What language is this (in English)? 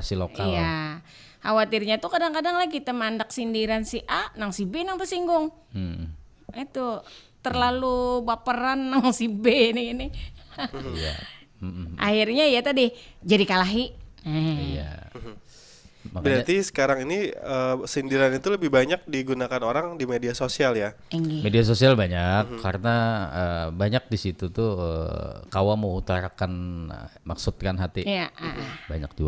Banjar